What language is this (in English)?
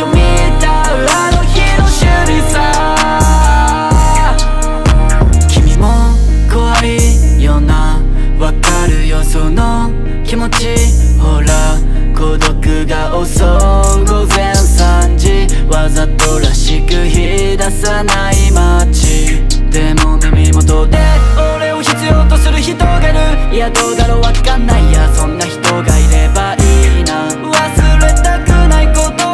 Japanese